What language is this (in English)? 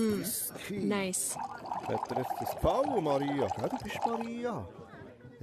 Swiss German